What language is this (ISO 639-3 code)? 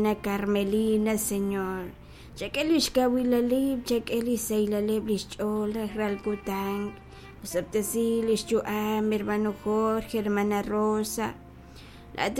kek